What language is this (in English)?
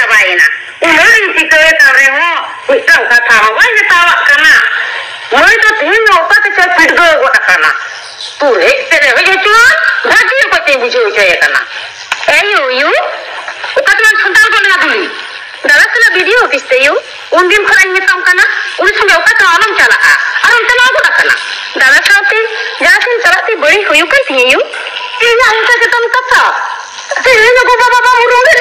Santali